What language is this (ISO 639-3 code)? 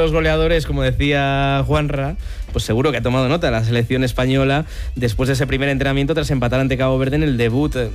spa